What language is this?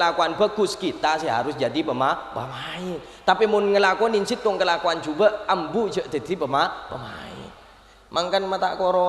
Madurese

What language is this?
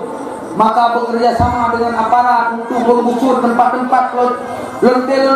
Achinese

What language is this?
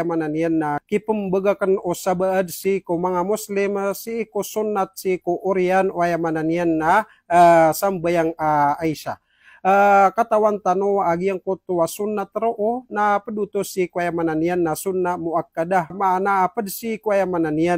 Maranao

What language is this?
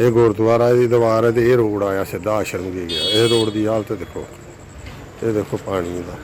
Dogri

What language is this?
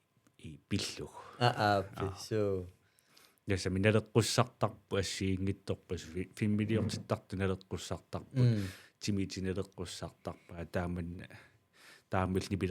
Kalaallisut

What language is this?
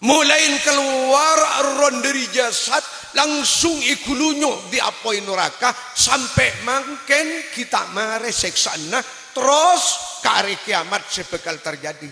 Madurese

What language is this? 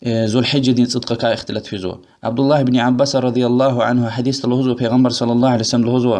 Lezghian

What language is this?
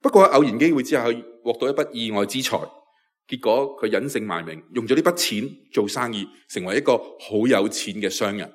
Cantonese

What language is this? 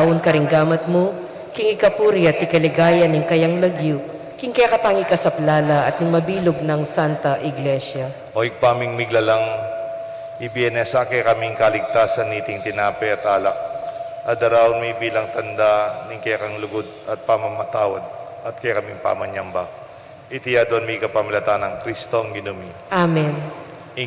Pampanga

